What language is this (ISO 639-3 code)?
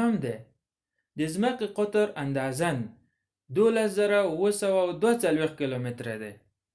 pus